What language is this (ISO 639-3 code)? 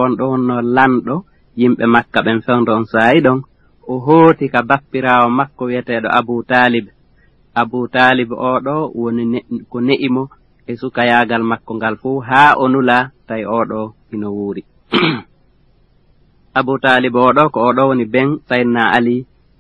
ful